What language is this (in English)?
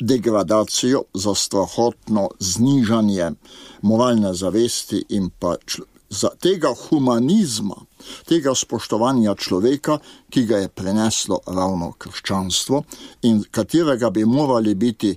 Slovenian